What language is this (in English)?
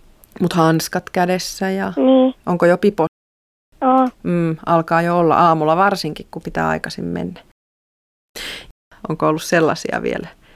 Finnish